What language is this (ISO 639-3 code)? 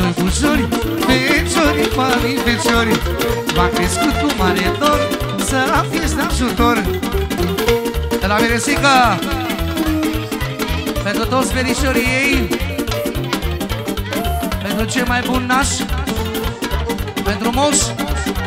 ron